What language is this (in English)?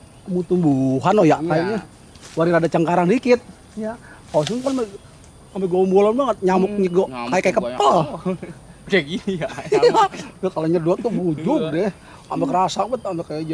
Betawi